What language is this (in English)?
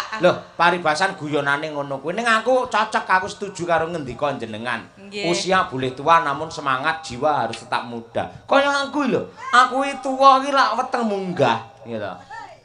Javanese